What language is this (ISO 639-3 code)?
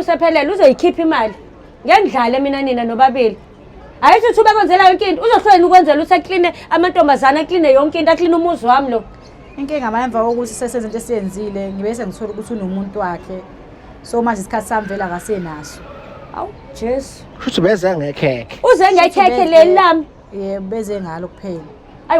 zul